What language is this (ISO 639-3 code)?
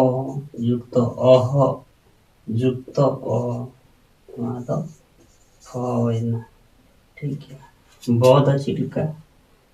sat